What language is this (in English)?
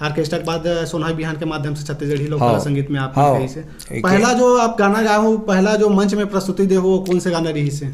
Chhattisgarhi